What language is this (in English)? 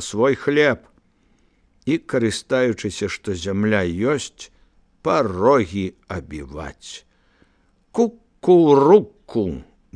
Belarusian